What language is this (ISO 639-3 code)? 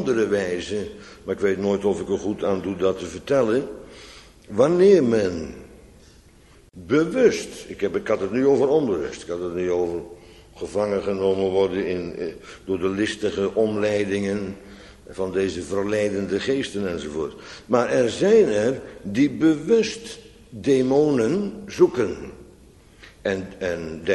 nld